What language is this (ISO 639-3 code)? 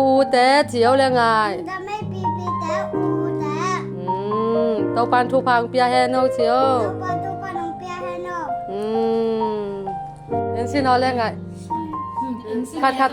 ctd